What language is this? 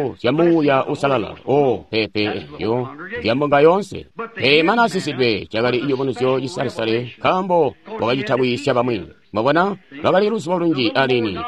Tonga (Zambia)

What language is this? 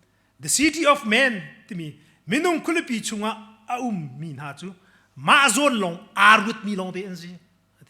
Hakha Chin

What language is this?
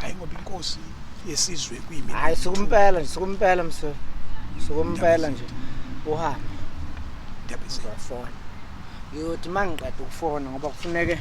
Zulu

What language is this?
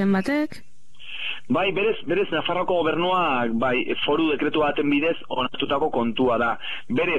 Basque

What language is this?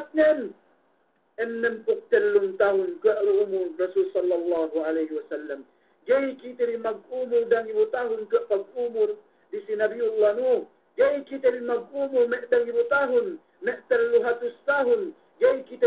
Yakan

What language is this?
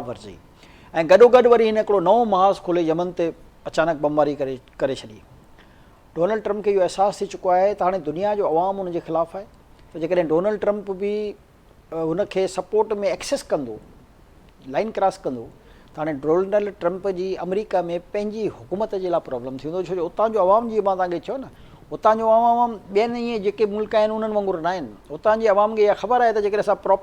Sindhi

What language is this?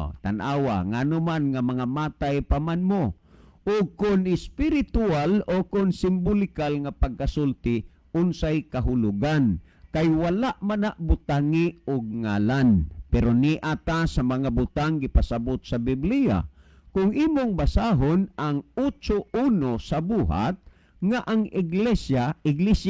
Cebuano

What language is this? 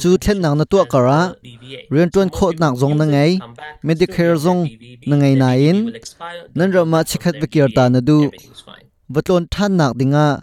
Hakha Chin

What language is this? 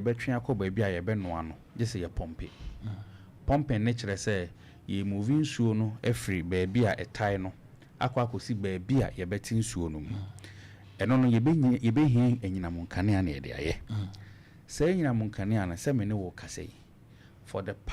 Akan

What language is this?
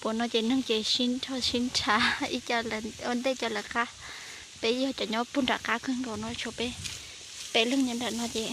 Hmong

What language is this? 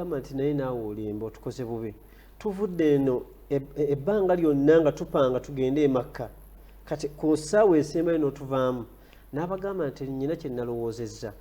Ganda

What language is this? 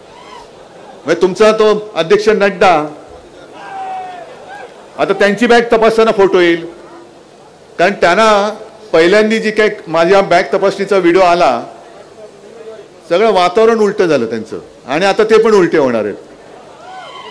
Marathi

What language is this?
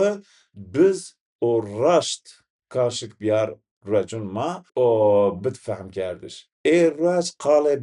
Zaza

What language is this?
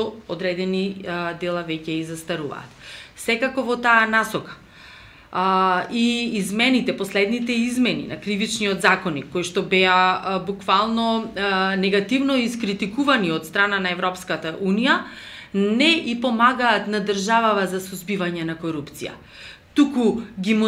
Macedonian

